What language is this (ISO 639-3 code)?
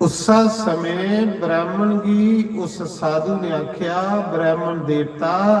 doi